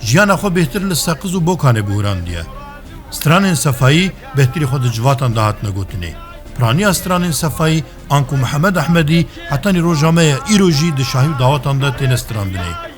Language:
Kurdish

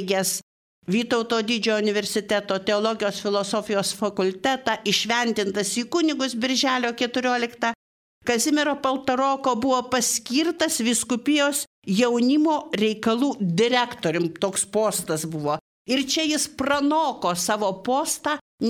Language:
Lithuanian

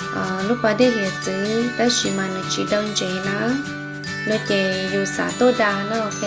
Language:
Hmong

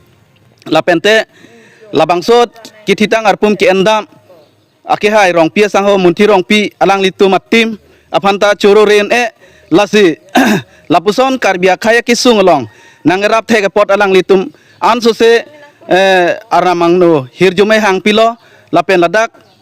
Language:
Karbi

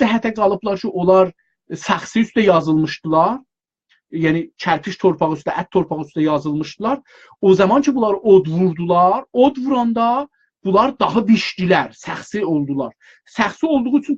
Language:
South Azerbaijani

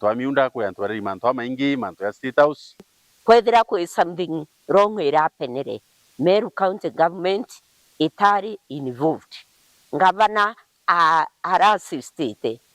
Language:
Meru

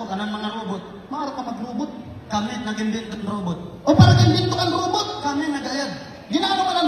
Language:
Waray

